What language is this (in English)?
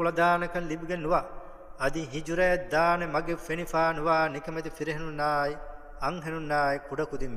Divehi